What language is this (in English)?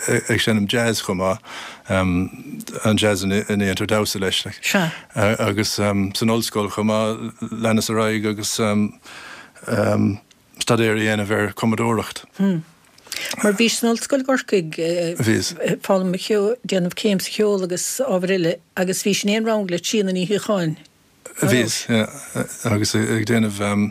Irish